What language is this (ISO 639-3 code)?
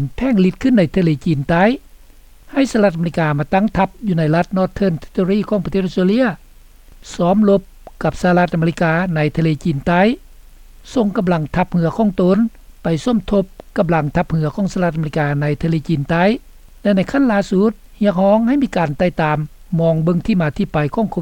lao